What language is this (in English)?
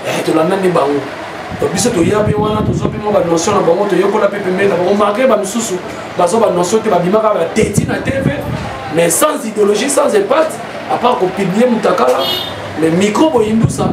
Lingala